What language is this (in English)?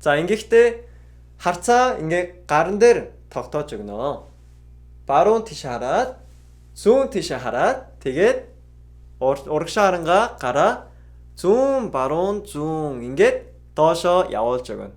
Mongolian